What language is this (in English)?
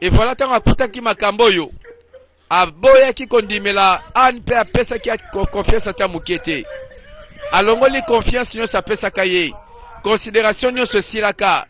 Lingala